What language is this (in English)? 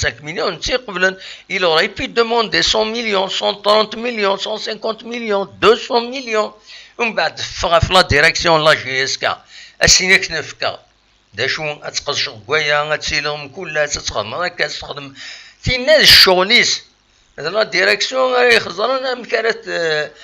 Kabyle